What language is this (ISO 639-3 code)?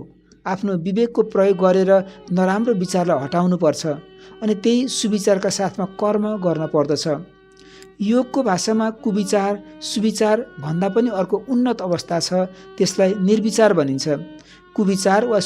nep